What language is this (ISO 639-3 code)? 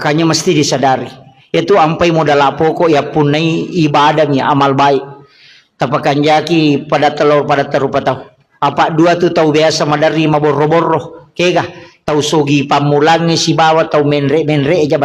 bug